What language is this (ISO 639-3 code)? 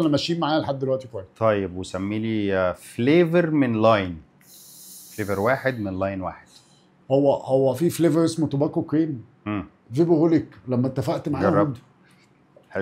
arz